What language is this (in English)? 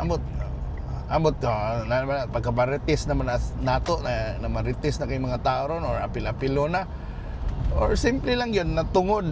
Cebuano